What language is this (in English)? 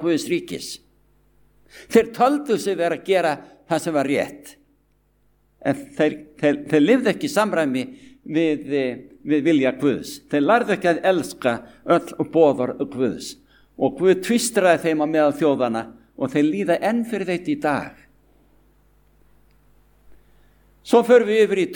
Icelandic